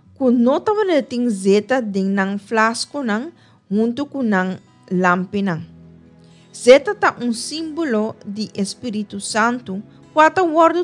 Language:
Papiamento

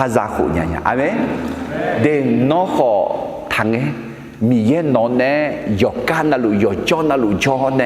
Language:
Akha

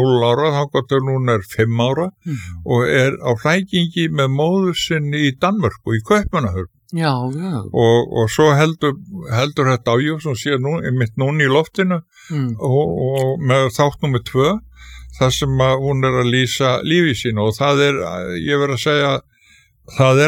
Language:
Icelandic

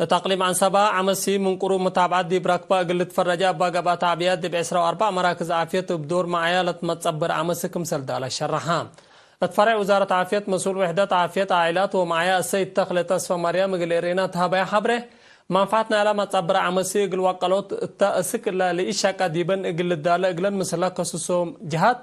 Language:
Tigre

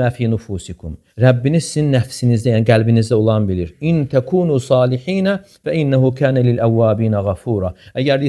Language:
Azerbaijani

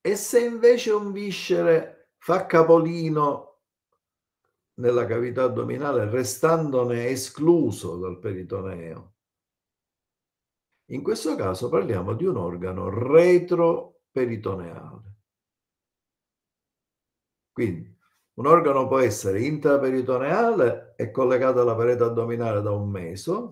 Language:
Italian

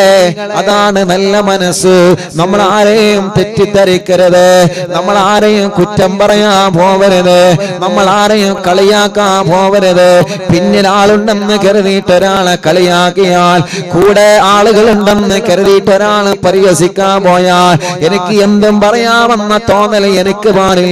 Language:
Malayalam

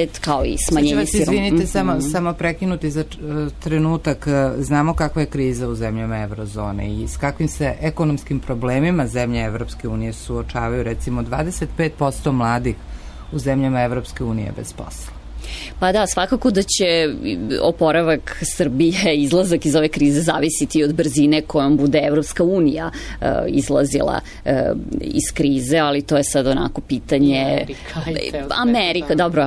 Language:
Serbian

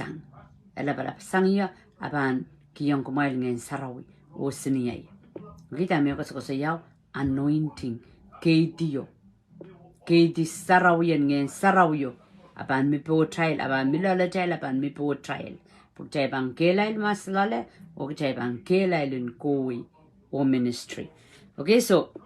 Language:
Pohnpeian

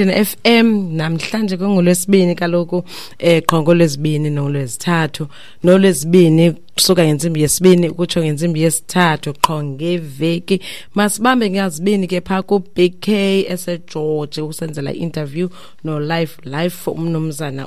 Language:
Xhosa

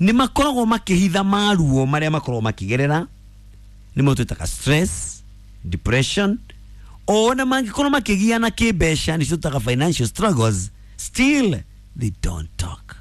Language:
Kikuyu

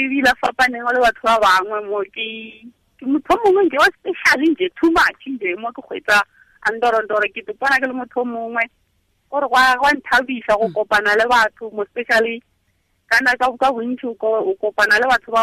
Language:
Tswana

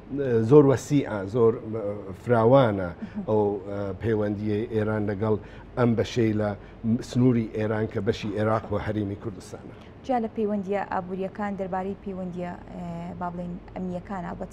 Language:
Central Kurdish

